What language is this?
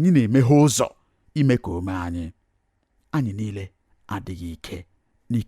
Igbo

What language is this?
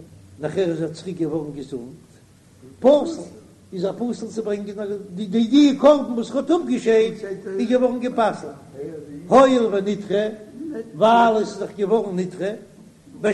Yiddish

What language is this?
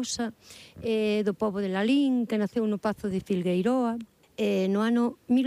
Galician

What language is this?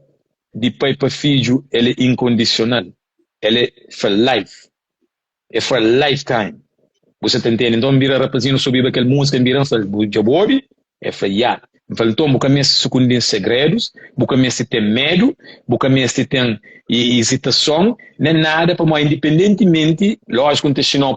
Kabuverdianu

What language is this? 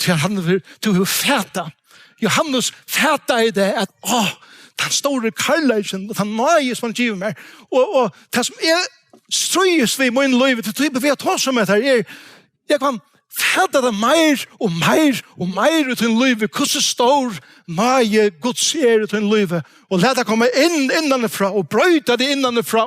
Faroese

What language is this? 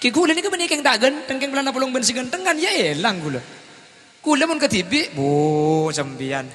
Madurese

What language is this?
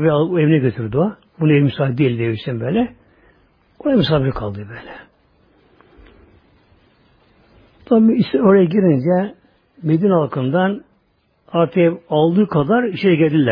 Turkish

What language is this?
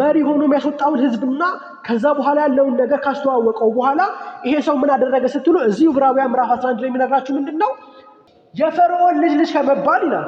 Amharic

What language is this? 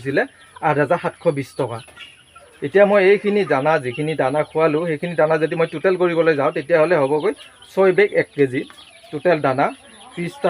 Assamese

